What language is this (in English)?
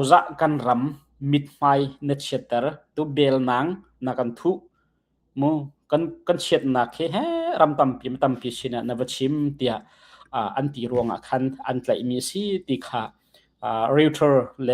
Hakha Chin